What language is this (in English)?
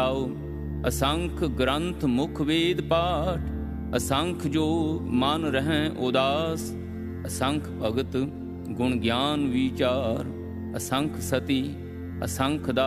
Punjabi